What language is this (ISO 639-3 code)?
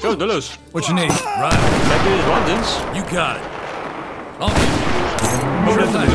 bar